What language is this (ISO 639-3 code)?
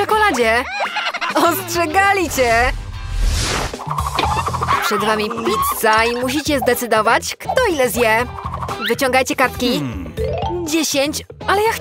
pol